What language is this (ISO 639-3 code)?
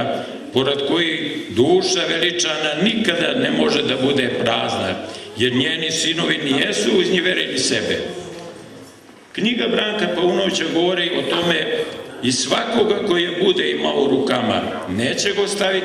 srp